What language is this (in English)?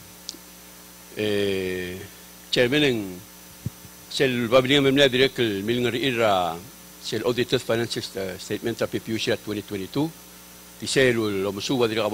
Palauan